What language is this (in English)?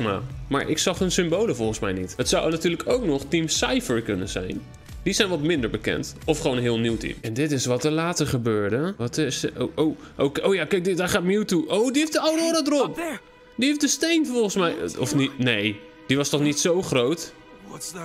Dutch